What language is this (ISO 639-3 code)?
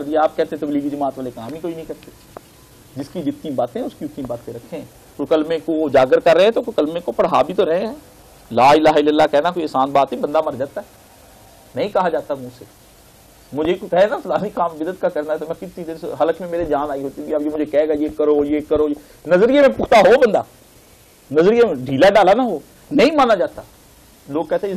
urd